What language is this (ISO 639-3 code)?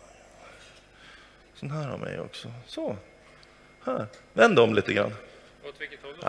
swe